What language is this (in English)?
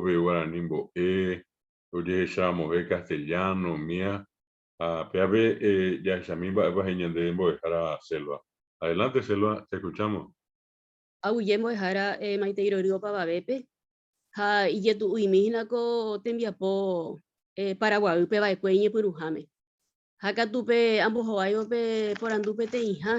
Guarani